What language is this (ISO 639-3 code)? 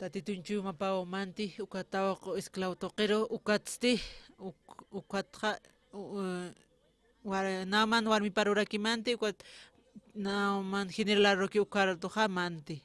aym